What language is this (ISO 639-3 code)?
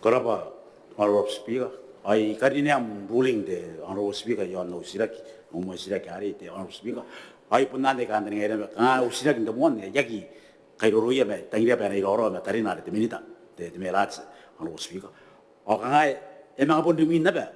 gil